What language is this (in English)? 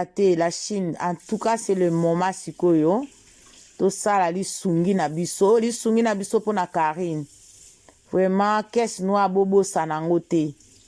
Lingala